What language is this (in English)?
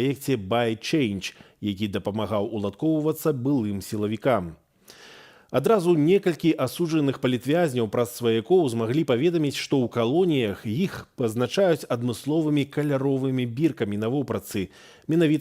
Belarusian